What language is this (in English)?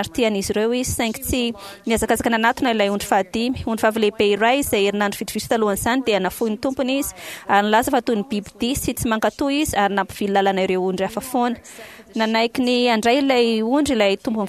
Malagasy